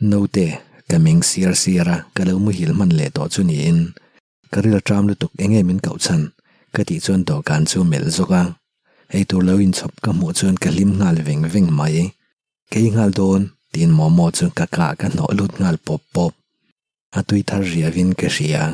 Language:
Mizo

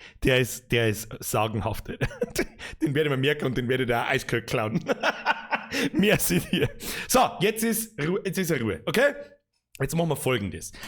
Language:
Bavarian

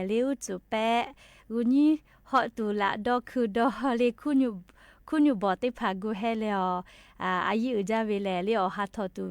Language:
Lahu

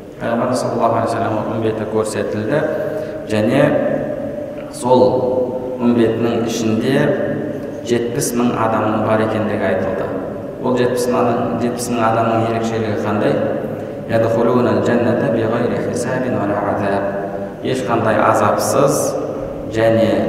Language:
Kazakh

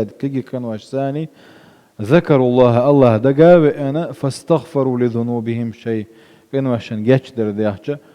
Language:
Chechen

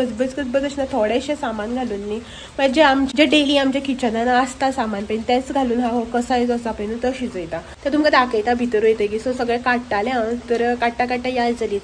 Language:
Konkani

